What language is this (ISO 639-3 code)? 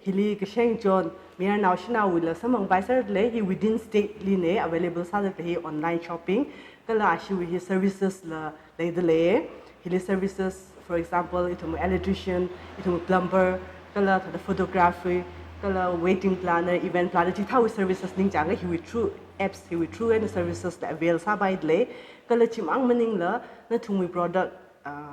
nmf